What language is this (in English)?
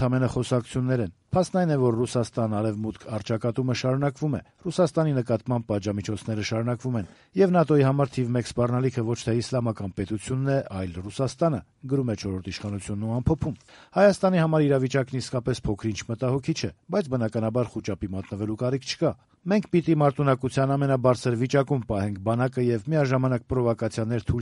Armenian